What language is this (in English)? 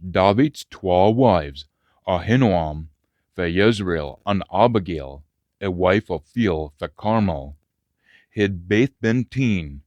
Scots